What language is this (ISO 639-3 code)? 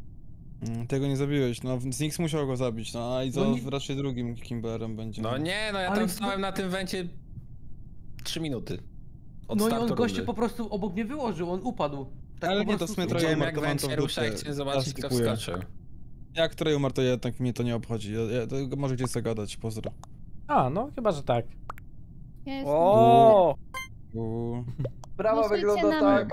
pol